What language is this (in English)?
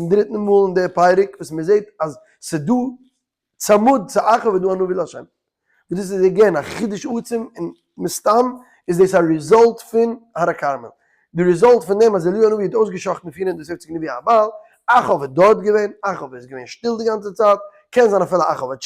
Yiddish